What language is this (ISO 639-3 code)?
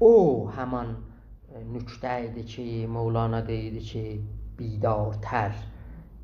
azb